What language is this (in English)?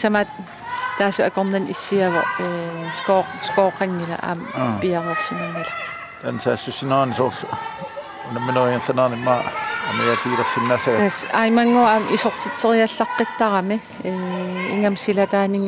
Kalaallisut